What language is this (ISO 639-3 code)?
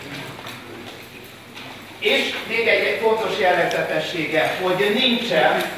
hun